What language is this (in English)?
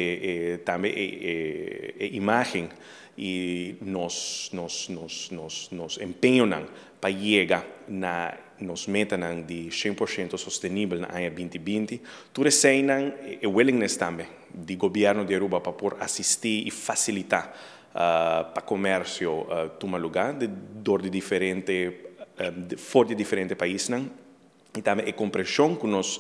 Papiamento